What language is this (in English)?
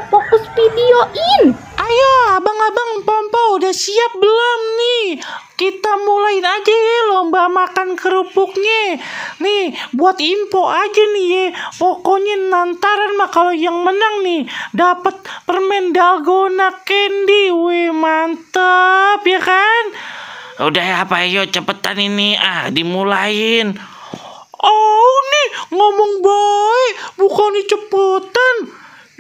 Betawi